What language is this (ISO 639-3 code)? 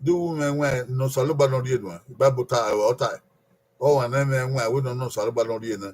bin